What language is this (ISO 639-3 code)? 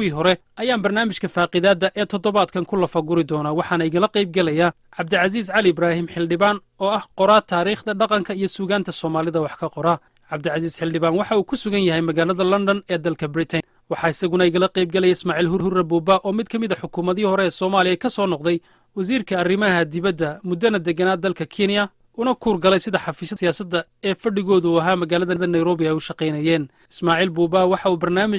som